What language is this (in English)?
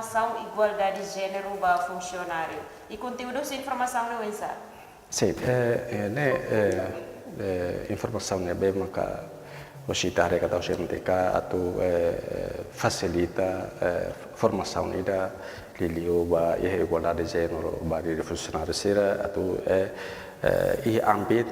Tetum